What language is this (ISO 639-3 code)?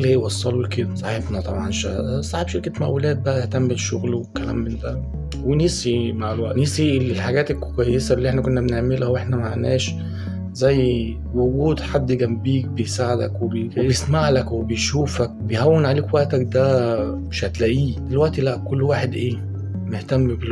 arz